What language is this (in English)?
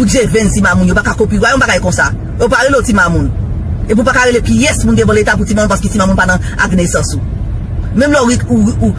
Haitian Creole